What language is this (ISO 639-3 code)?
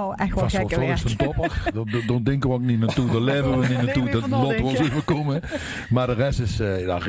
lim